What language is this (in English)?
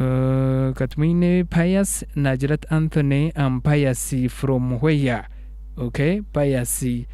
Nyankole